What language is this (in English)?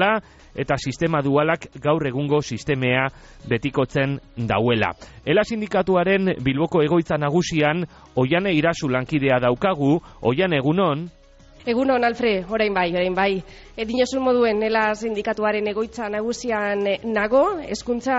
Basque